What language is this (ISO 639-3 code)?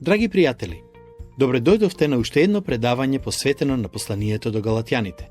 mkd